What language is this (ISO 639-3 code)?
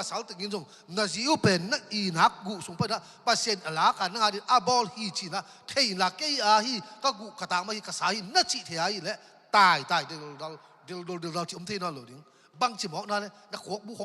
ctd